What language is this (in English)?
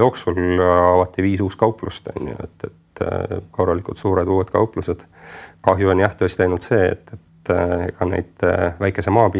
Estonian